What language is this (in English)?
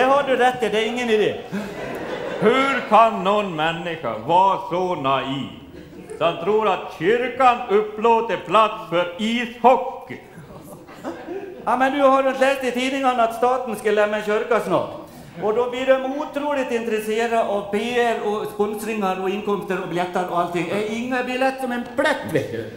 Swedish